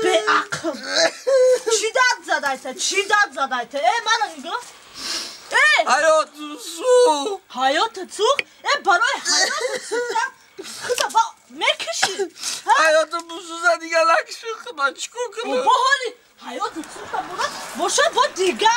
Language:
Tajik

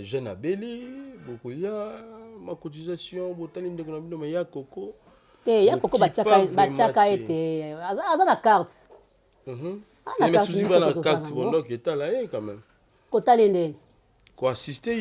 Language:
Lingala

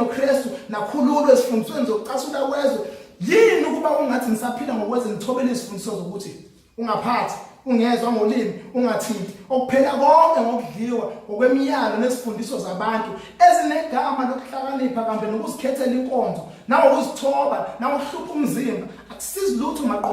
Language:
Zulu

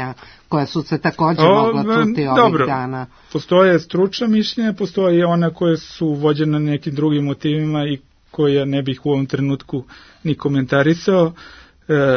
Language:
Serbian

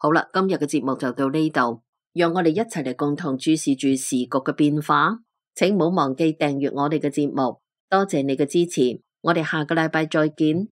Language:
Cantonese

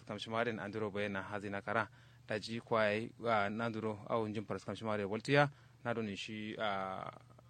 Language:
Kanuri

